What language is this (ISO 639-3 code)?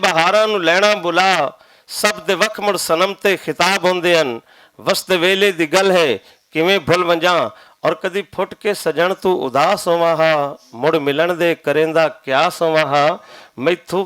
lah